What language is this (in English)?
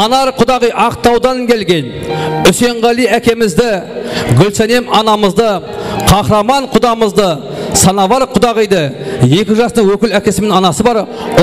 Kara-Kalpak